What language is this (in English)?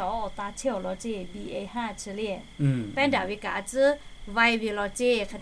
Lahu